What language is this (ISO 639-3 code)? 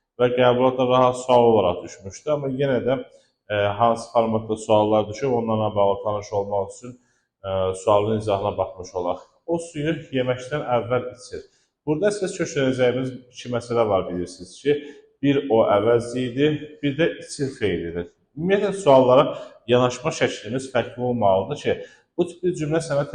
aze